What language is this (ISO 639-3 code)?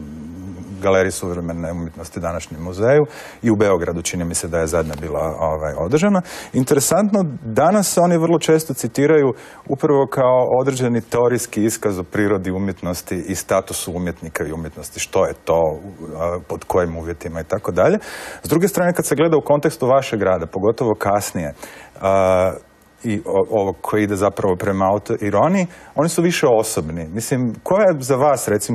hrv